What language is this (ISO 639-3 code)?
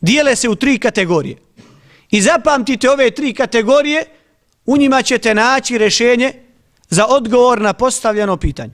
bos